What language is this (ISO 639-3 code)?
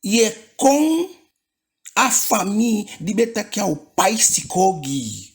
djk